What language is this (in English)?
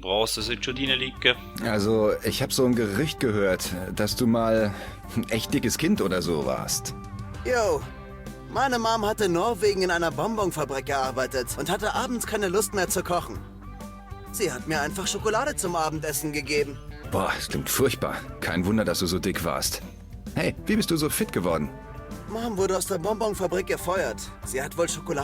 Swiss German